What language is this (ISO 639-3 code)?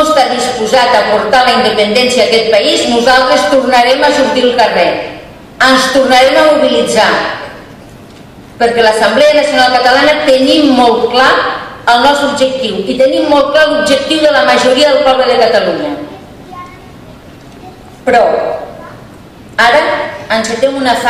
cat